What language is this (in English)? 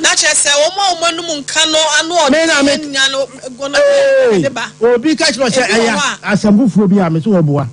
Akan